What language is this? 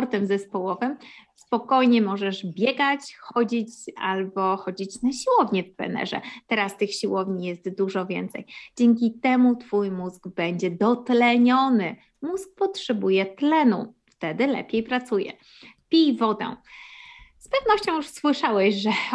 Polish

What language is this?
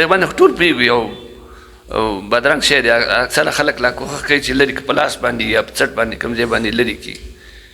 Pashto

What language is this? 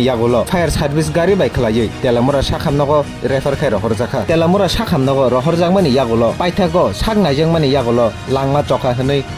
Kok Borok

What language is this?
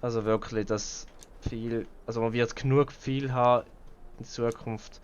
Swiss German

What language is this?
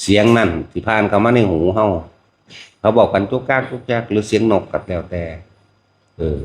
Lao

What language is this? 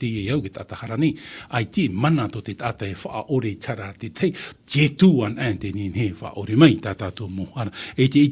Tahitian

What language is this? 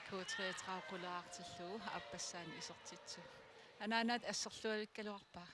Kalaallisut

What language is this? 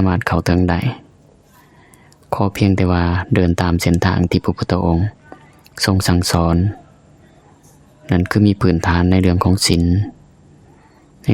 Lao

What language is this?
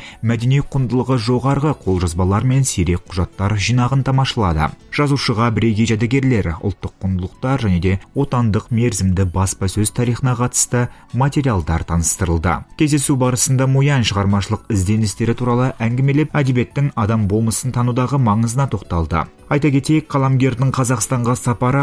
Kazakh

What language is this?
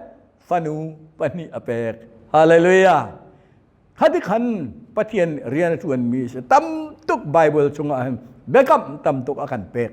Hakha Chin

